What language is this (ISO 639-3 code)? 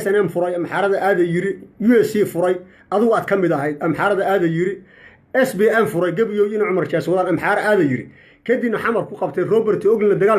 som